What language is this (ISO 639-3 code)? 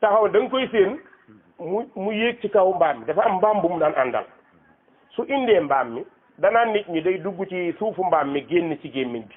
wol